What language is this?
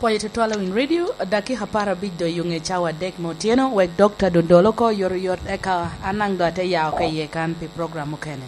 Lango (Uganda)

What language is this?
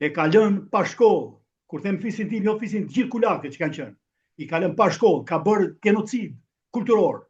Albanian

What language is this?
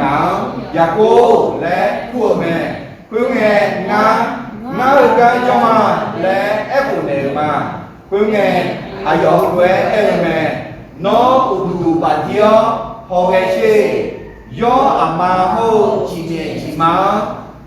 Akha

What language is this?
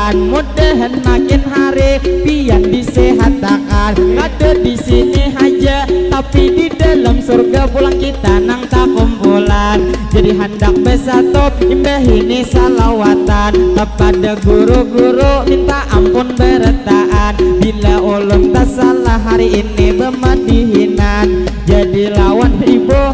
Banjar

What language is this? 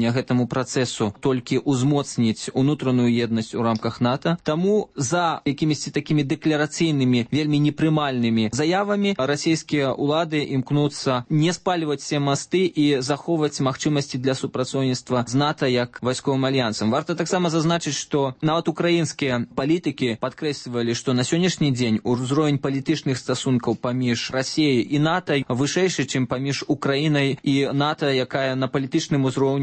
Belarusian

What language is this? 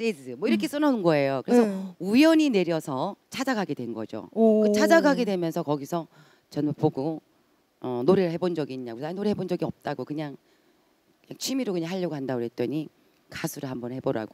Korean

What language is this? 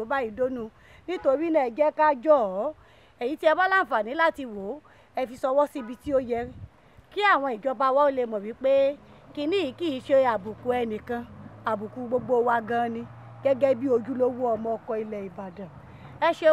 Yoruba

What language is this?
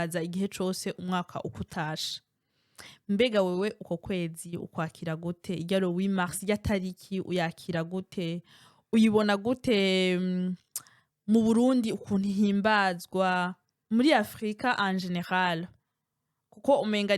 Rundi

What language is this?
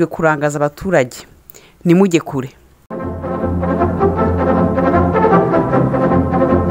Kinyarwanda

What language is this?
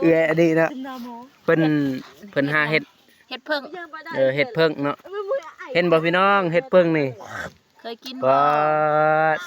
Lao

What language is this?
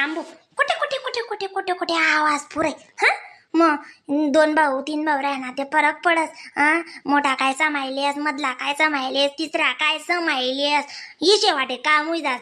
Khandesi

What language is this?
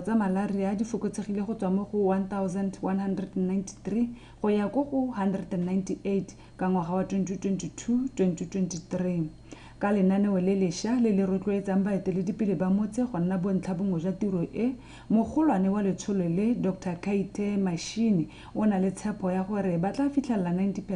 Tswana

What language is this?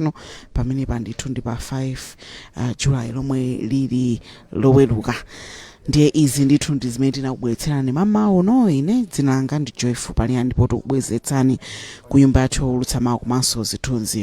Nyanja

